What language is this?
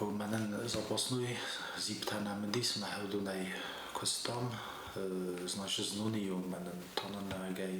Ossetic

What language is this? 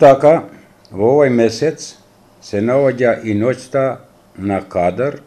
Macedonian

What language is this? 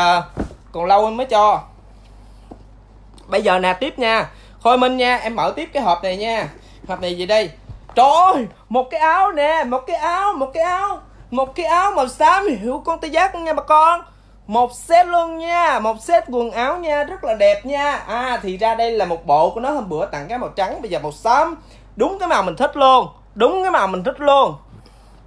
Vietnamese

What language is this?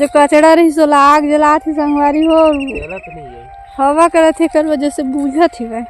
Chhattisgarhi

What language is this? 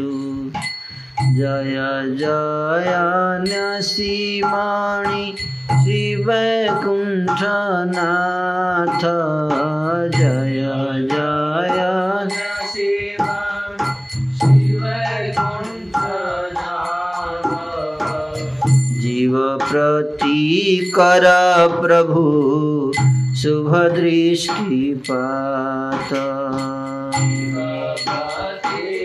Hindi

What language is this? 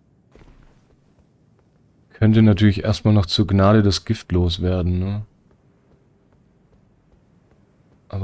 German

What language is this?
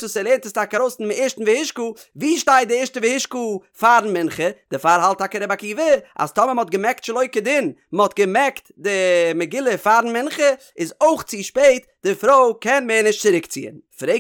Yiddish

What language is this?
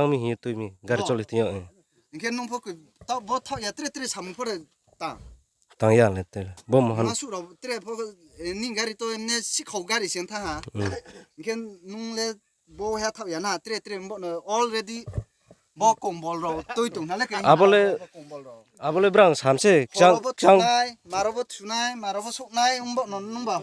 Riang (India)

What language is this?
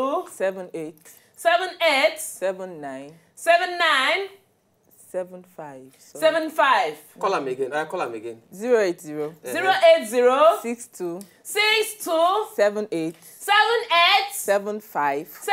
Nigerian Pidgin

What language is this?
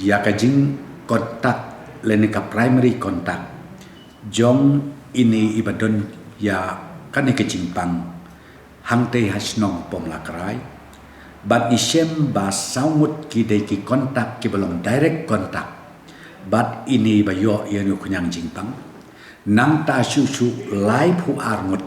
Khasi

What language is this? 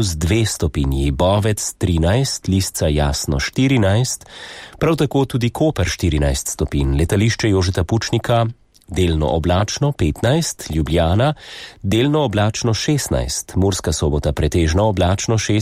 Slovenian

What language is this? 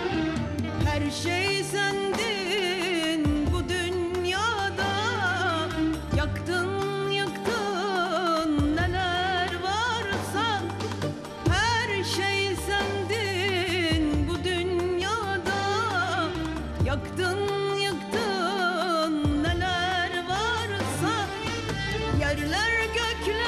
Turkish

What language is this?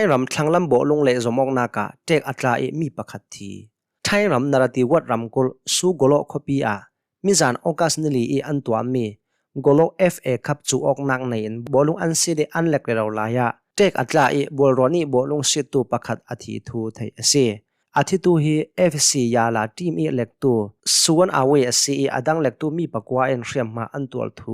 Hakha Chin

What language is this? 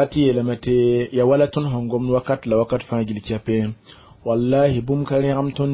Mossi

